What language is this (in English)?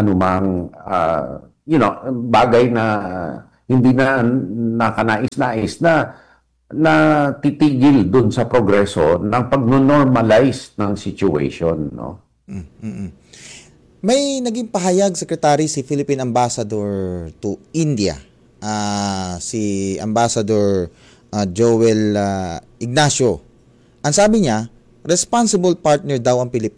Filipino